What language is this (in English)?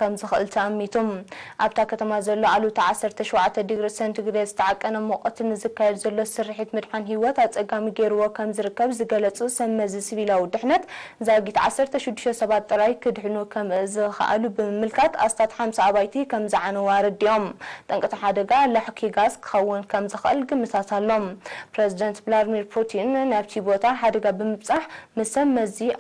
Tigrinya